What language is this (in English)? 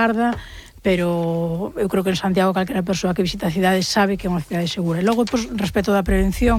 Galician